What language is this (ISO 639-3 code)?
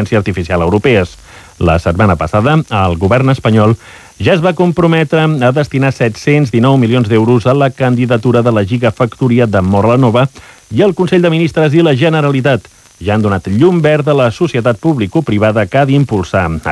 cat